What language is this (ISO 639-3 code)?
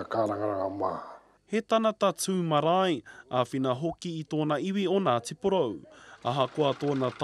mri